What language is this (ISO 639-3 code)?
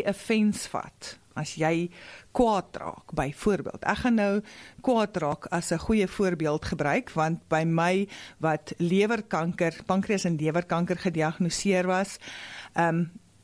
afr